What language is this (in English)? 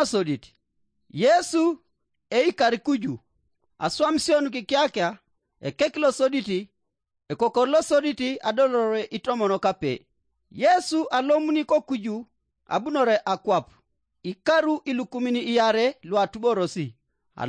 Teso